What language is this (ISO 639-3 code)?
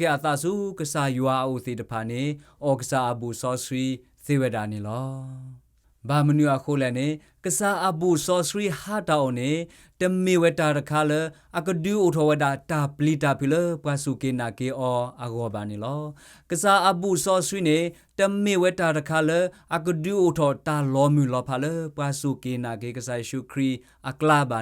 ksw